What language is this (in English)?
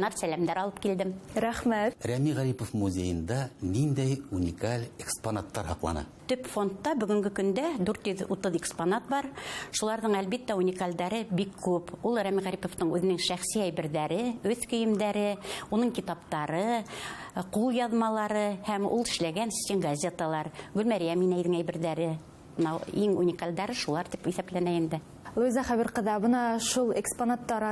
Bashkir